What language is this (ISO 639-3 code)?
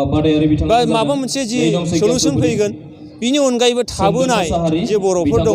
brx